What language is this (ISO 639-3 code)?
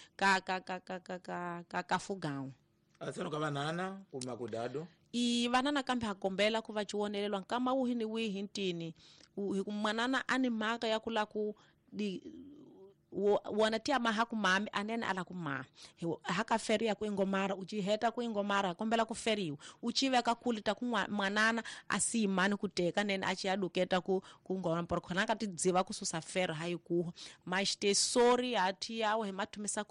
tso